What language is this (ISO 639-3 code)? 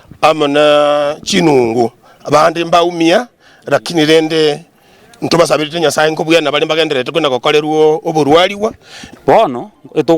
guz